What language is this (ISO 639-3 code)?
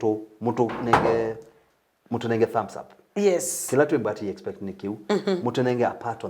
kam